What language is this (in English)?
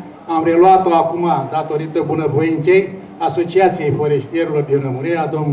Romanian